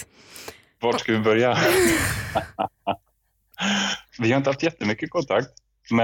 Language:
Swedish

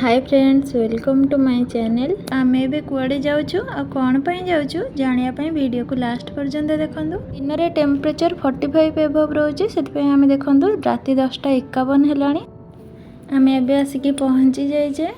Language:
Odia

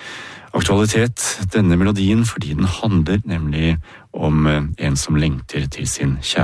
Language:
Norwegian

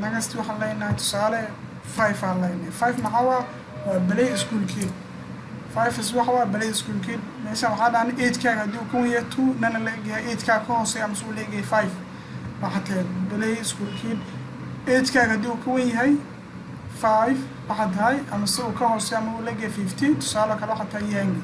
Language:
Somali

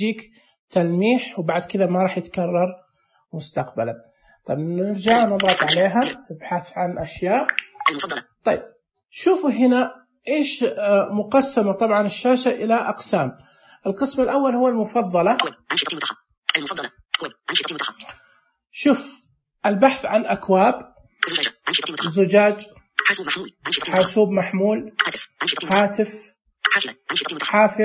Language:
Najdi Arabic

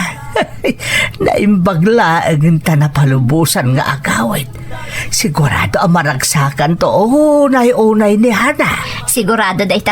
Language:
Iloko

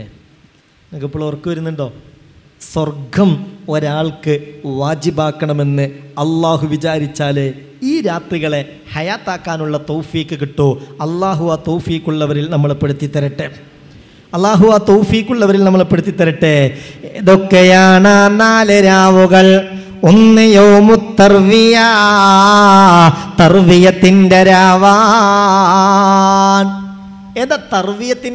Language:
Malayalam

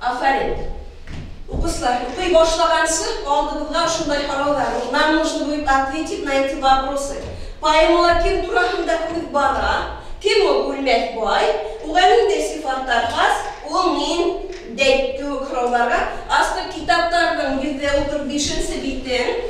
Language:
Bashkir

